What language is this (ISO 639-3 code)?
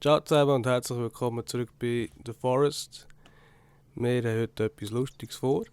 gsw